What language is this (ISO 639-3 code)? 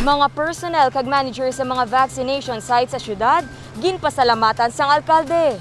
hil